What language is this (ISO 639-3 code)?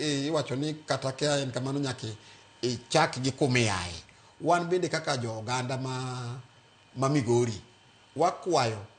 luo